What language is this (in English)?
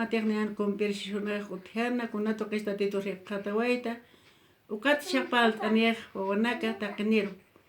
Aymara